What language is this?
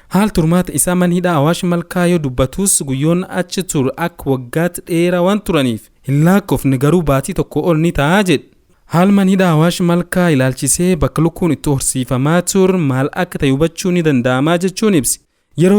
Oromo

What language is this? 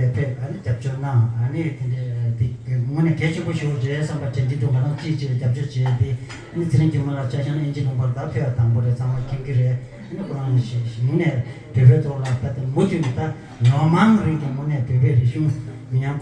Tibetan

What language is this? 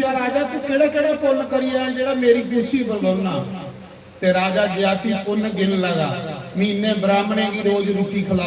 Dogri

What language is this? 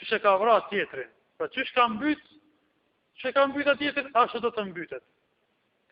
Albanian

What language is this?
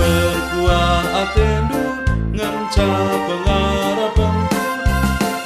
Batak Karo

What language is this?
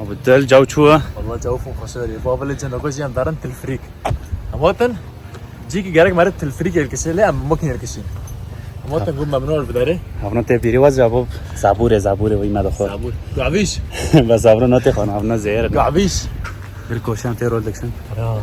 Kurdish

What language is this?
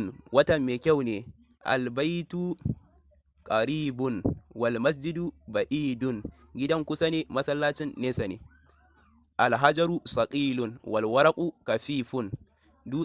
Hausa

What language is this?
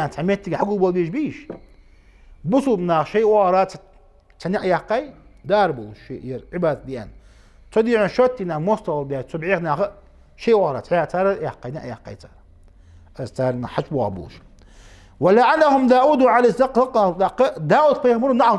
Ingush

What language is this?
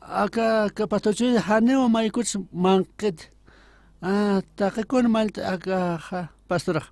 Aymara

